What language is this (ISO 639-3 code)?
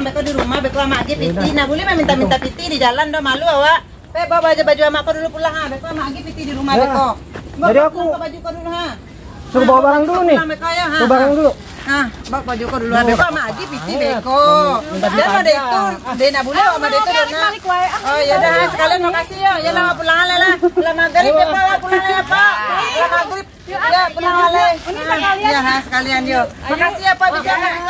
bew